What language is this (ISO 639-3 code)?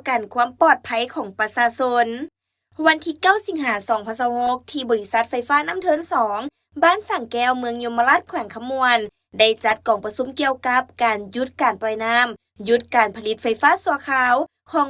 lao